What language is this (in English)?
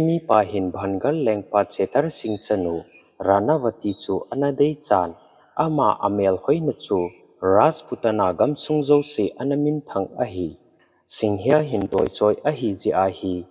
Thado Chin